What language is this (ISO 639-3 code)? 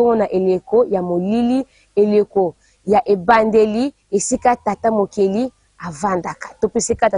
lin